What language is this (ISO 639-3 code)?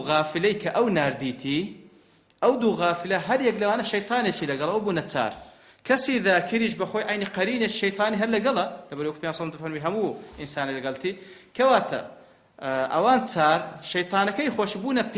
ckb